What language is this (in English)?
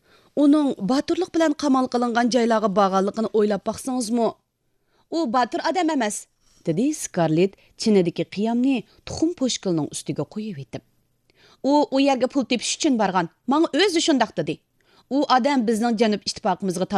Uyghur